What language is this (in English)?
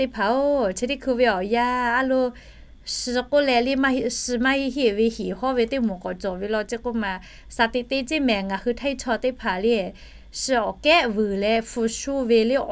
Lahu